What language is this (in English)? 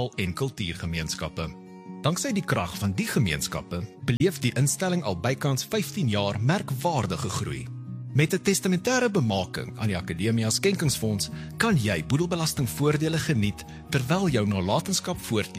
Afrikaans